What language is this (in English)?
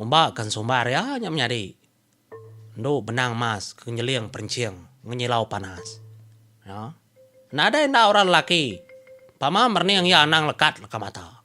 Iban